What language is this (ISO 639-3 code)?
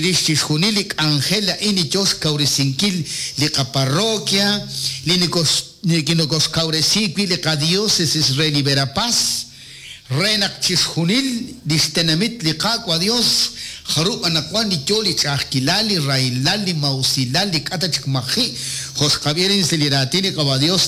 kek